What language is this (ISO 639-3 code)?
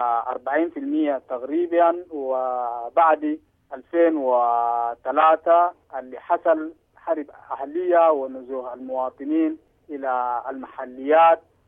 apd